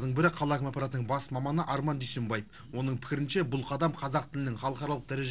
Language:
Kazakh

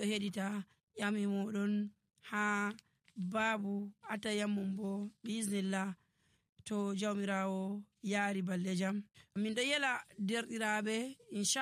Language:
Nigerian Fulfulde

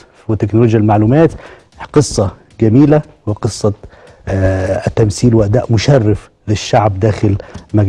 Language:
Egyptian Arabic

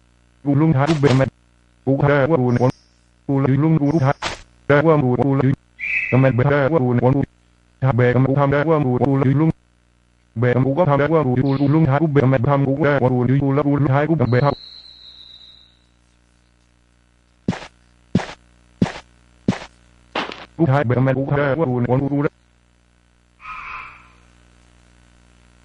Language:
Vietnamese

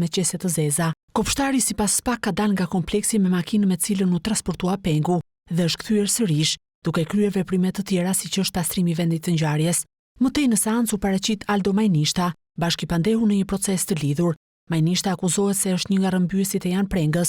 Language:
Albanian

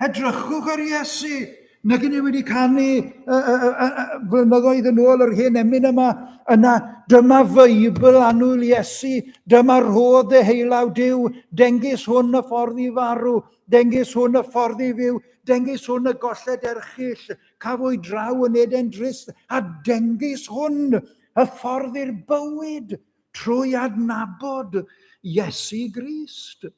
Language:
Welsh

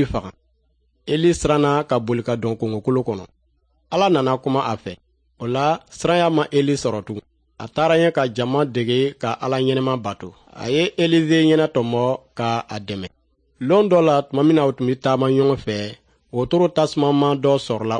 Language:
Dyula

